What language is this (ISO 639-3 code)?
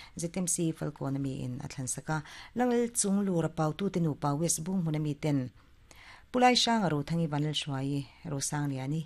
lus